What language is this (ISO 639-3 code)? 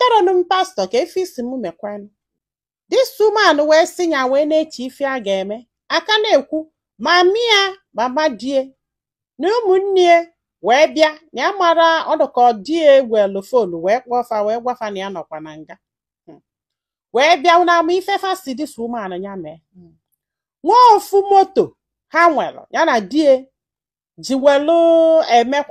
ibo